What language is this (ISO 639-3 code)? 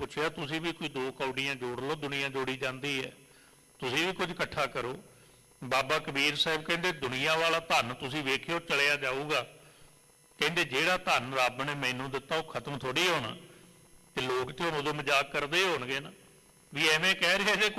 pan